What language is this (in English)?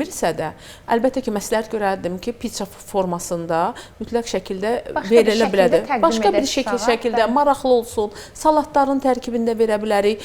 Azerbaijani